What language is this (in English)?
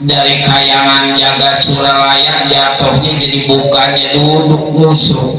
Betawi